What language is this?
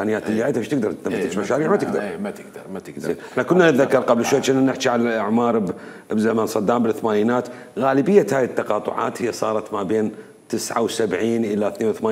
Mesopotamian Arabic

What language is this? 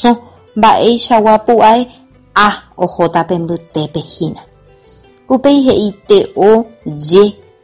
Guarani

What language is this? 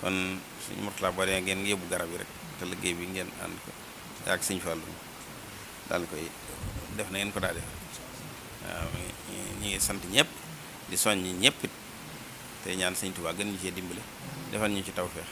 Wolof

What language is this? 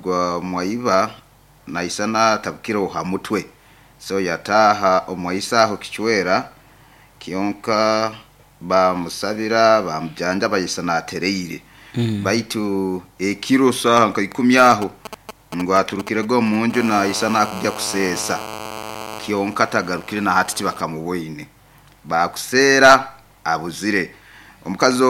Nyoro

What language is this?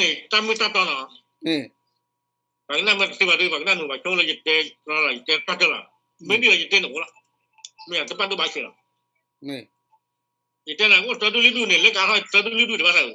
S'gaw Karen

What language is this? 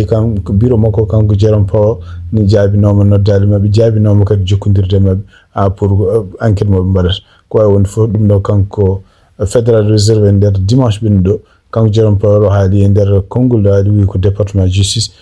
Fula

